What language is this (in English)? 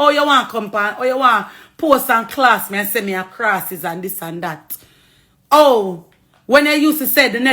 Jamaican Creole English